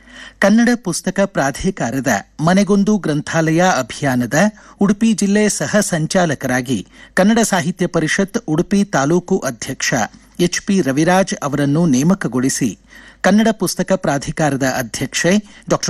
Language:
Kannada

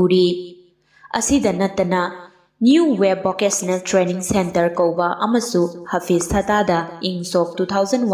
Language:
Manipuri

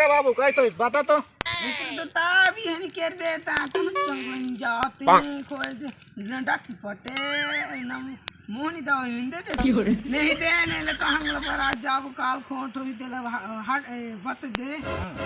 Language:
Chhattisgarhi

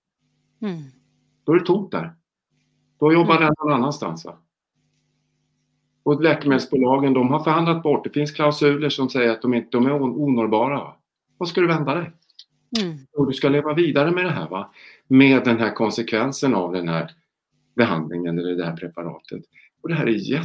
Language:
Swedish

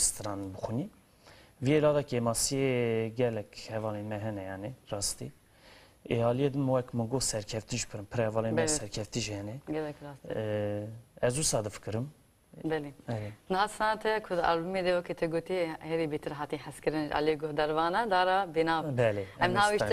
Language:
Kurdish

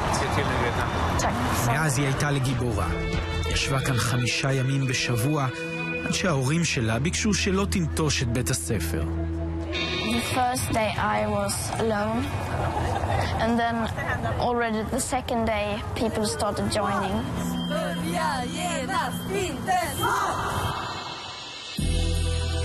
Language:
Hebrew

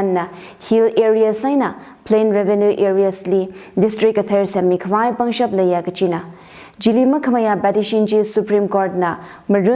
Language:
Tangkhul Naga (India)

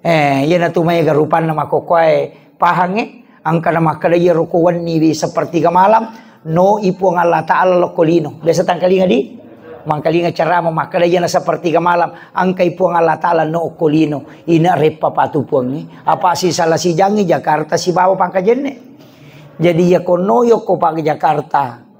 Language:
Buginese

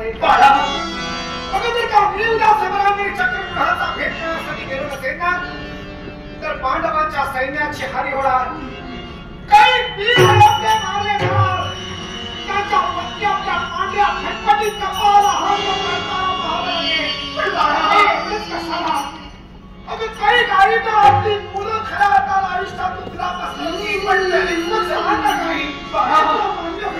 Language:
Marathi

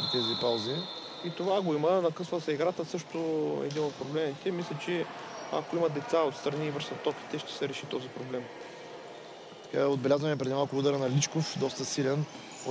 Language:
Bulgarian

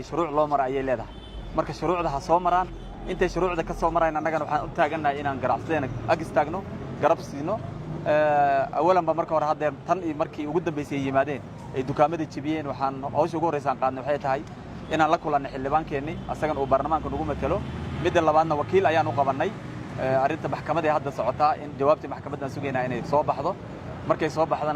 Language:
Somali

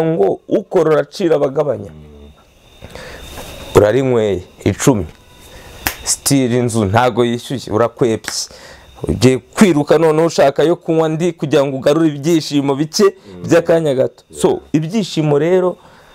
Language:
Kinyarwanda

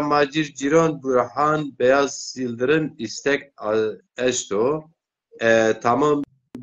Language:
Zaza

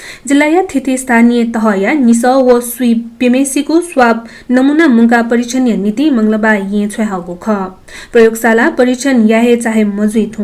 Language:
Newari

